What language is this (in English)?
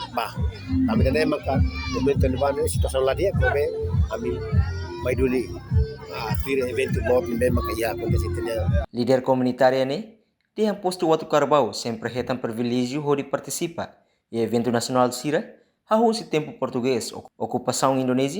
Tetum